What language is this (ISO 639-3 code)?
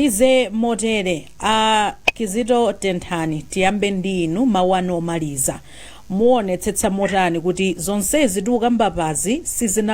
nya